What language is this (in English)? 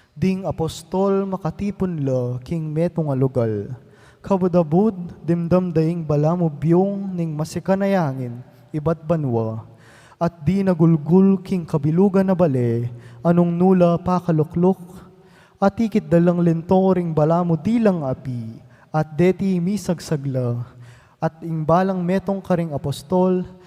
Pampanga